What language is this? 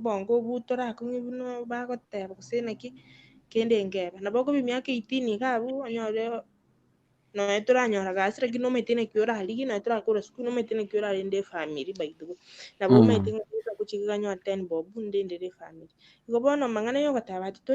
Gusii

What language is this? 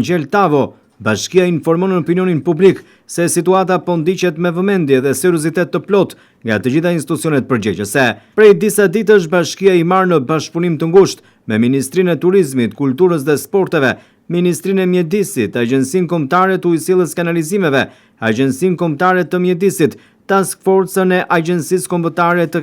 Albanian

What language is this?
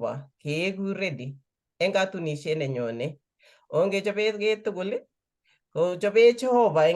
Kalenjin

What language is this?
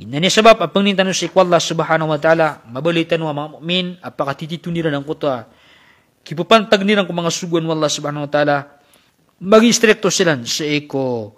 Maranao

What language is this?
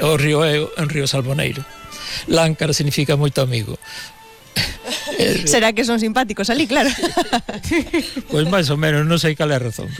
Galician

